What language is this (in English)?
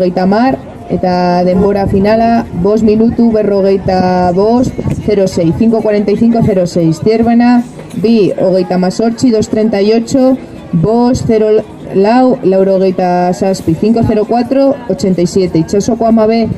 Basque